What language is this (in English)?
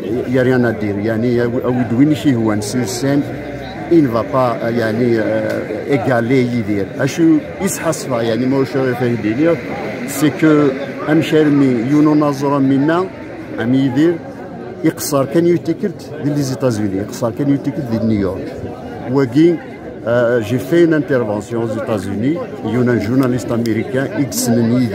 Kabyle